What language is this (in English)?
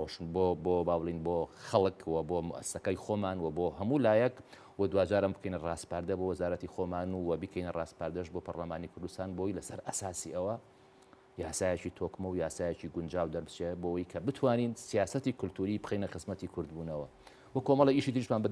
Central Kurdish